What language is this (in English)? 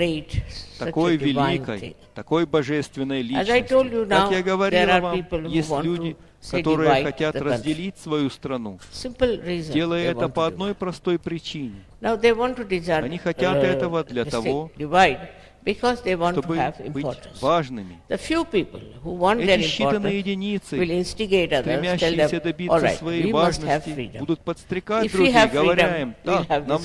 Russian